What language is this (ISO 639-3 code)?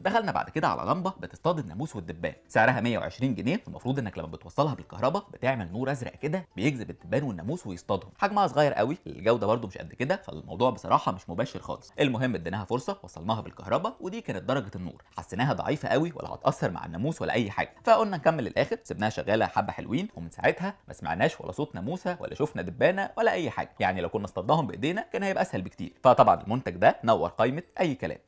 arz